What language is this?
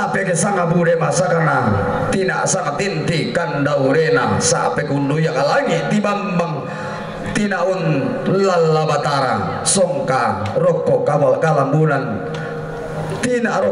Toraja-Sa'dan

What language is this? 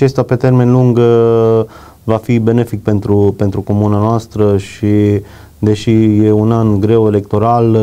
Romanian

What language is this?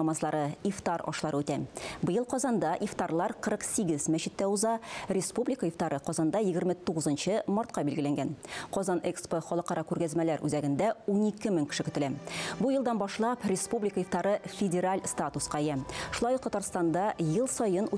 Tatar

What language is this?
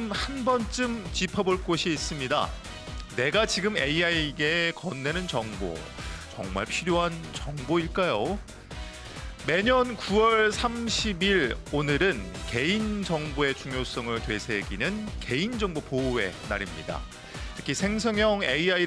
Korean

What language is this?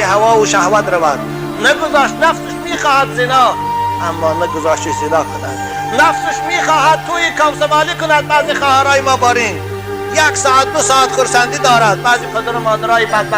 Tajik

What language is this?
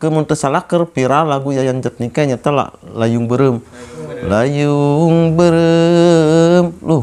Sundanese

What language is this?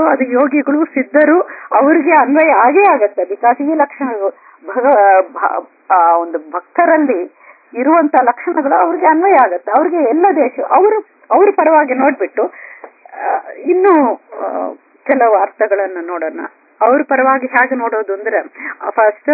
Kannada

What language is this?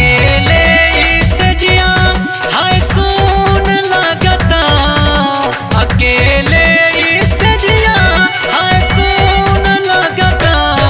Bhojpuri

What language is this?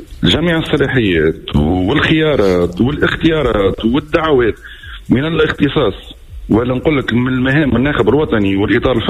Tunisian Arabic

